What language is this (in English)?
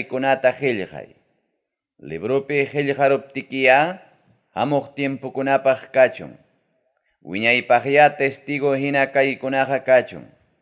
Ayacucho Quechua